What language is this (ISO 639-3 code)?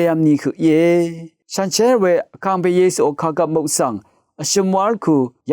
raw